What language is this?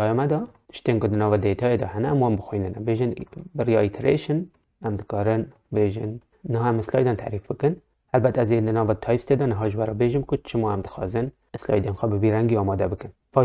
Kurdish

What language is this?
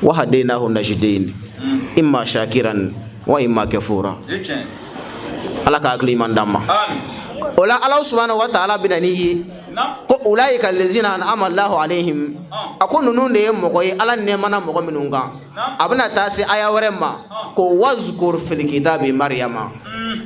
Bambara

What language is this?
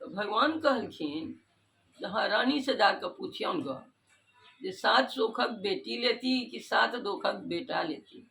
Maithili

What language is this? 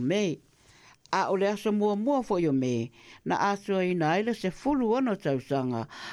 Samoan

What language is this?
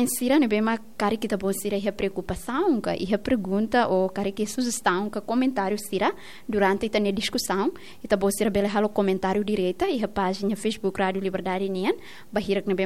Tetum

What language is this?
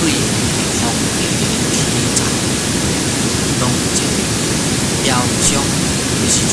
Min Nan Chinese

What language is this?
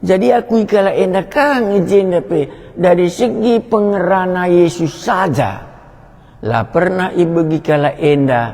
Batak Karo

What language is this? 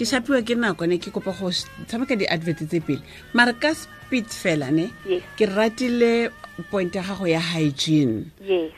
Tswana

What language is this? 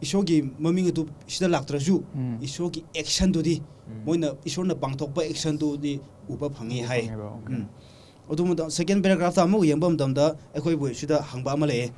Manipuri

